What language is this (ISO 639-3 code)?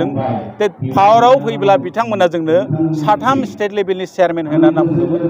brx